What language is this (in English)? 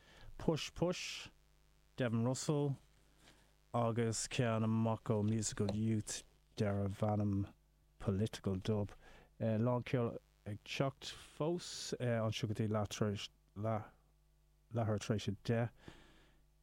Irish